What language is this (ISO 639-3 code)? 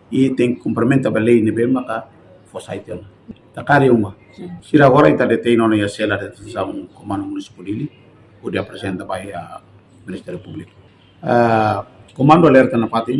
tet